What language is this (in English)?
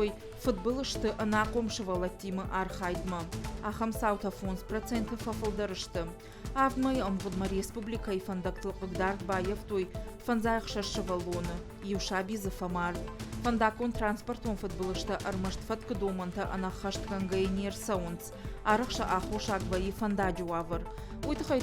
Ossetic